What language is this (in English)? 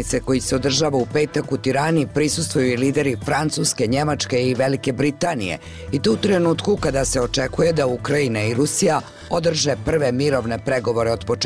Bosnian